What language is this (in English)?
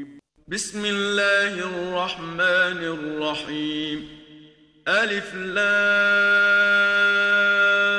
Bosnian